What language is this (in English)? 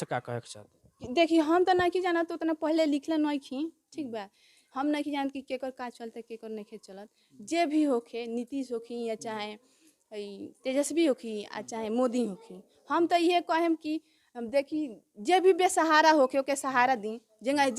Bhojpuri